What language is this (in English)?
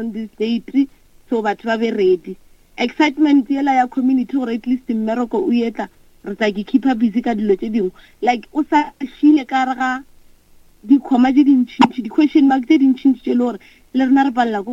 Northern Sotho